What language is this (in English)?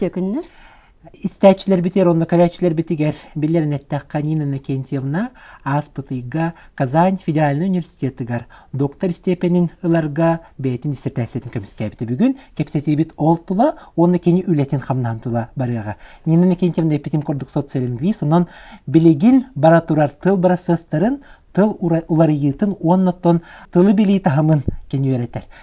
Yakut